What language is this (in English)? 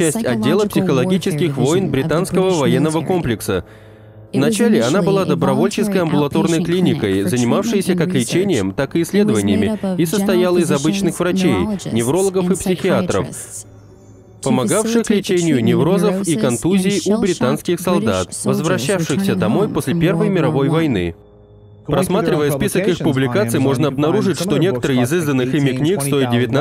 Russian